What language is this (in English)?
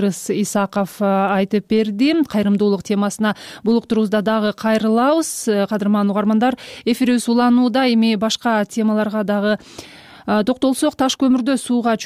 Kyrgyz